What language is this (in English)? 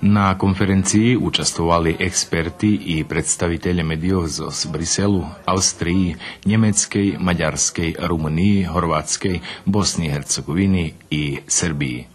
Rusyn